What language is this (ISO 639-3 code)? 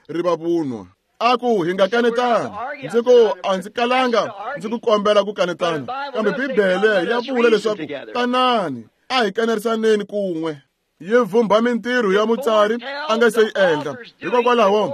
tso